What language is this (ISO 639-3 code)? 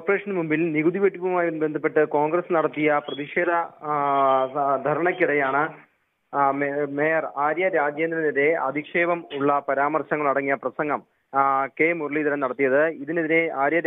mal